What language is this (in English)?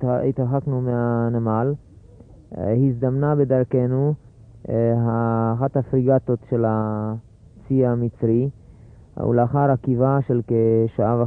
Hebrew